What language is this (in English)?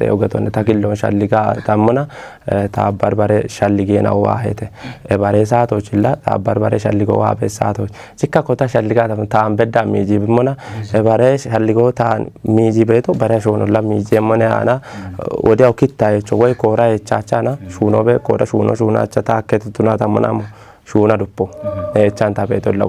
Kafa